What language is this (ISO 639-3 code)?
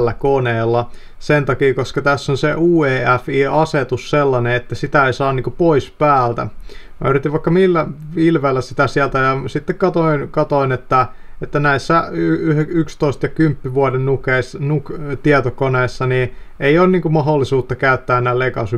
fin